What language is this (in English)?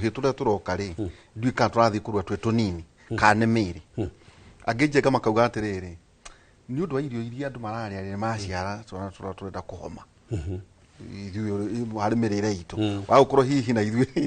Kikuyu